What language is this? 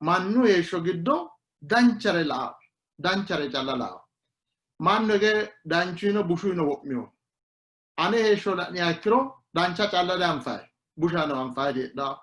Sidamo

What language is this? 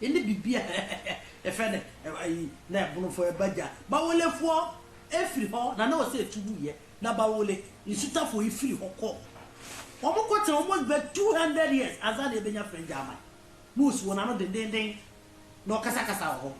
Akan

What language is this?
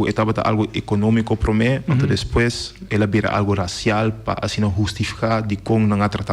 Papiamento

